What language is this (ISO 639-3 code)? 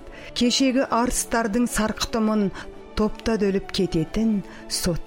kaz